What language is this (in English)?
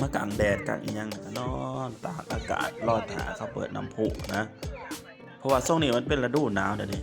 Lao